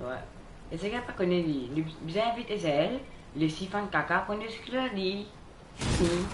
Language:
Morisyen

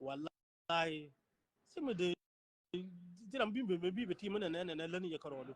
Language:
Nuer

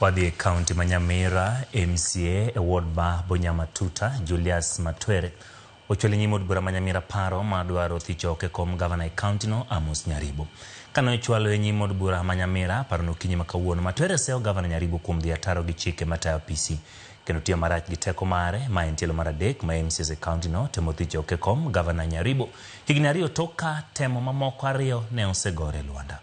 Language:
Luo (Kenya and Tanzania)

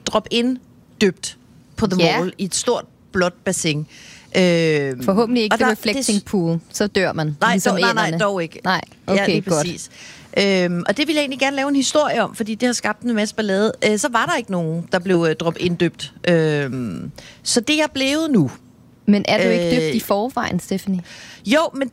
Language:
Danish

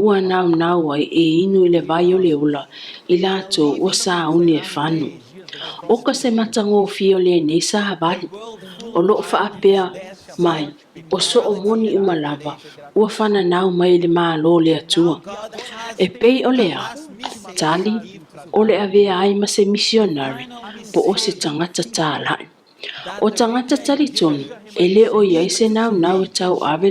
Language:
Samoan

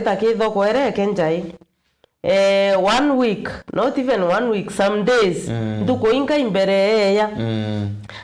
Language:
Meru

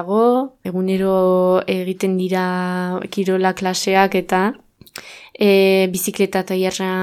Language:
Basque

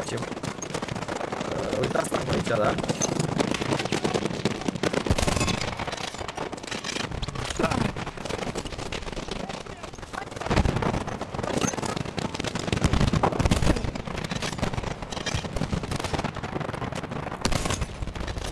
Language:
Romanian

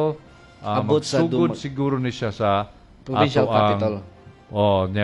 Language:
Cebuano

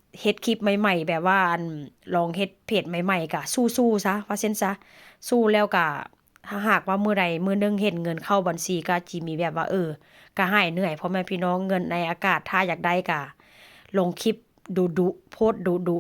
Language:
Northeastern Thai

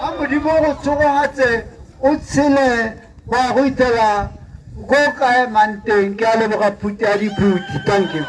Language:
Tswana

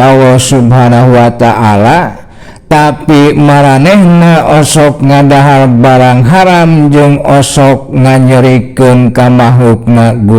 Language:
Sundanese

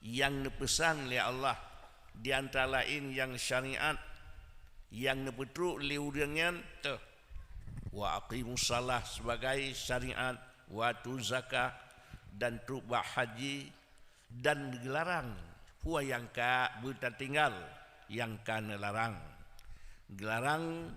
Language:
Achinese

